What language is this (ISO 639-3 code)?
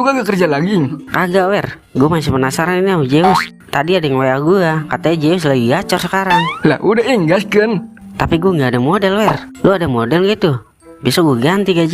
bew